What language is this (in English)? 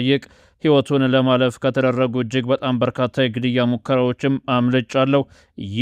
Amharic